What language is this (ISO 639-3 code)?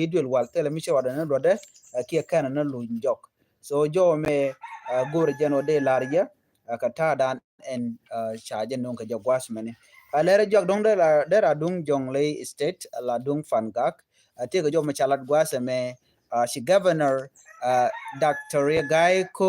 nus